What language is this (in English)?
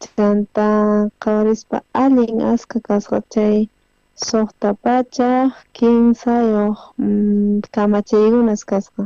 South Bolivian Quechua